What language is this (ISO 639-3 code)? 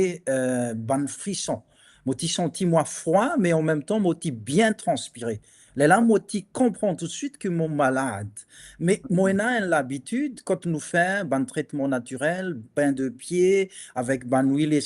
mfe